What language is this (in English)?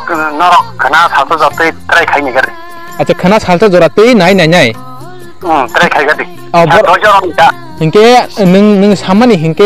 Kok Borok